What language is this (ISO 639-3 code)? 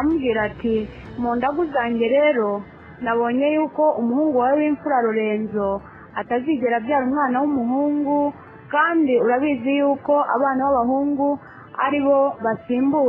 kin